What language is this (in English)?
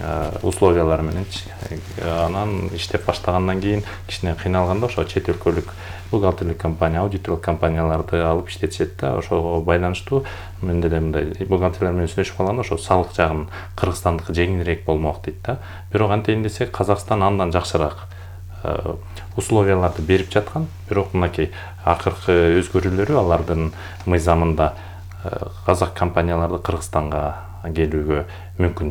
Kyrgyz